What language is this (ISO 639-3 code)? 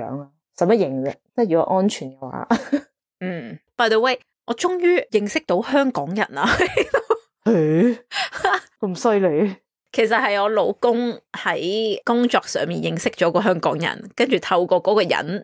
yue